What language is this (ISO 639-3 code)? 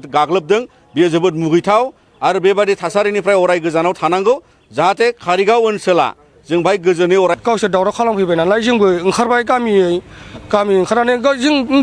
brx